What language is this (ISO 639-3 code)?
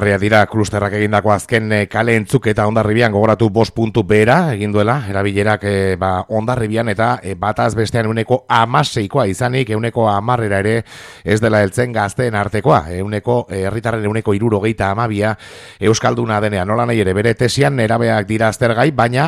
eus